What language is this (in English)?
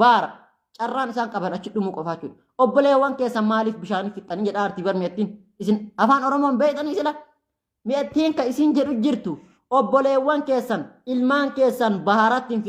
Oromo